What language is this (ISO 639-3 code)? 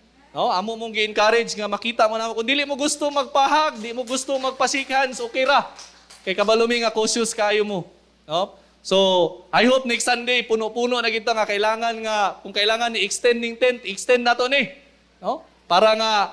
ceb